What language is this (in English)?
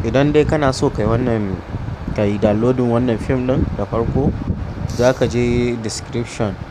Hausa